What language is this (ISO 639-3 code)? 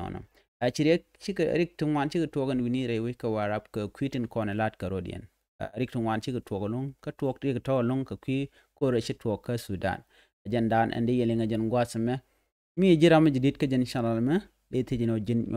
nus